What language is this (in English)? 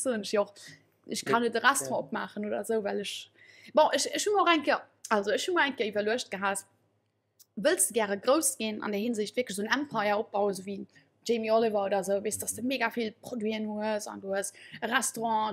Luxembourgish